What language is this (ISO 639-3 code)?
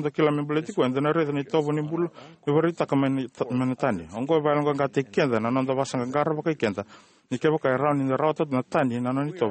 fij